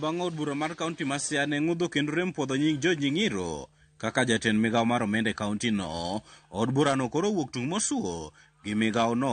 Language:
Luo (Kenya and Tanzania)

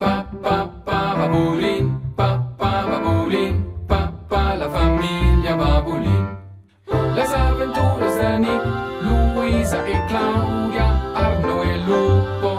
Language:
Romansh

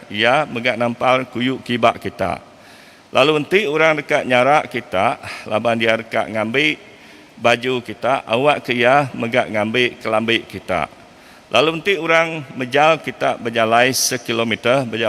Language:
Iban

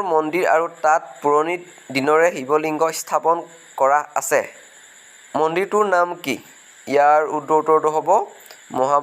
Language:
Assamese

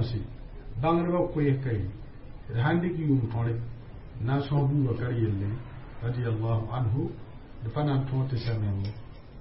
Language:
Mossi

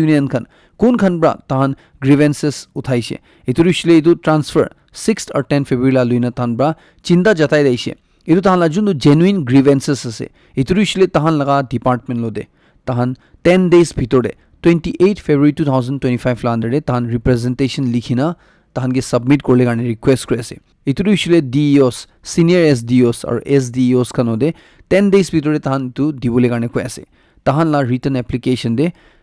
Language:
Naga Pidgin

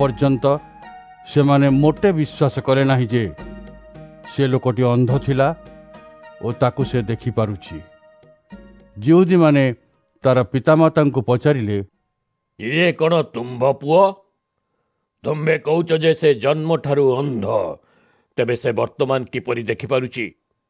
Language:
Odia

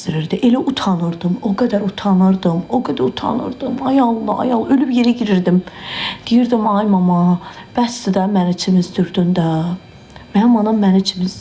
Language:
Azerbaijani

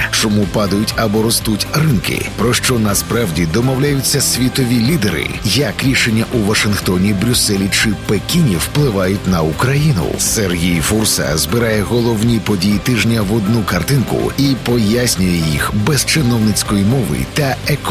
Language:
Ukrainian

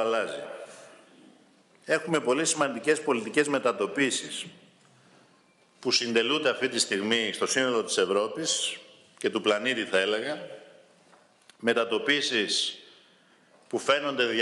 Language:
Greek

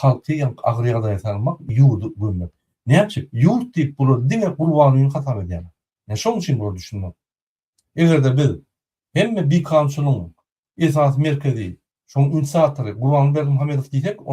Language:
Turkmen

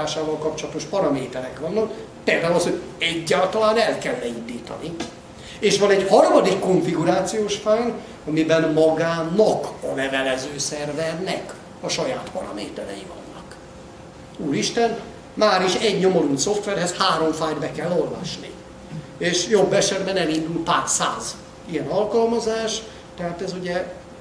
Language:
Hungarian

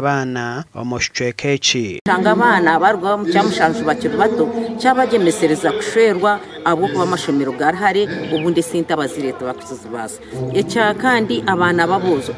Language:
Nyankole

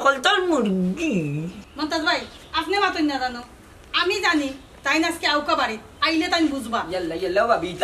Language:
Sylheti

